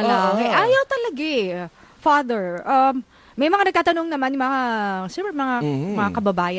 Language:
Filipino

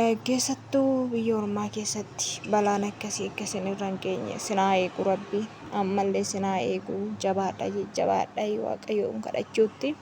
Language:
Oromo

